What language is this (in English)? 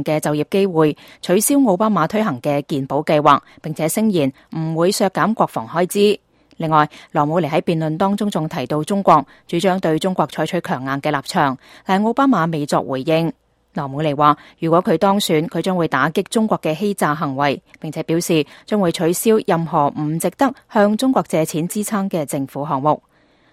Cantonese